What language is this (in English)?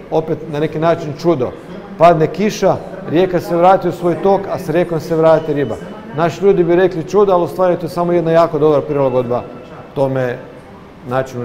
Croatian